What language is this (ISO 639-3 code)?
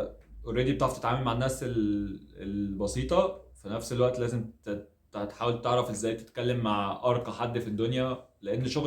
arz